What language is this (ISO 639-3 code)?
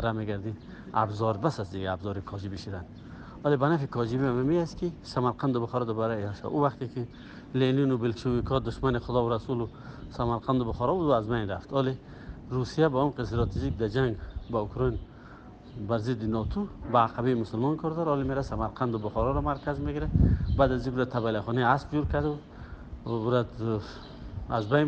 fas